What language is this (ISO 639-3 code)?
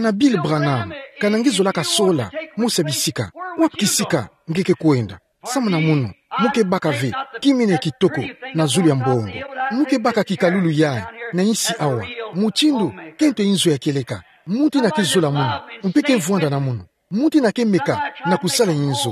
ktu